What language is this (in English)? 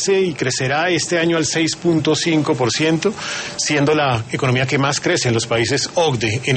Spanish